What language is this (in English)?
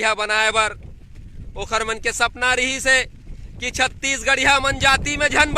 Chhattisgarhi